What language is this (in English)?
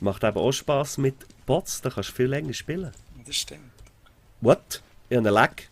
Swiss German